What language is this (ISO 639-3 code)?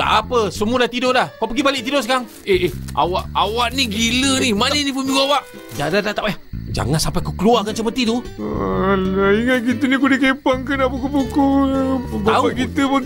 msa